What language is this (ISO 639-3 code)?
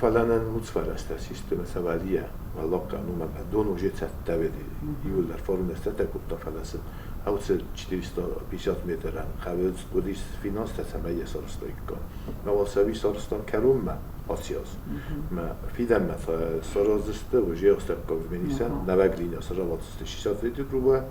oss